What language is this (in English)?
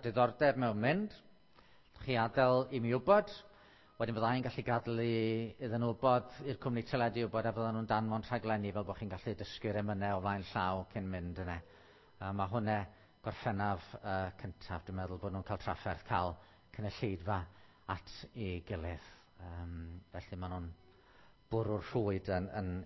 Welsh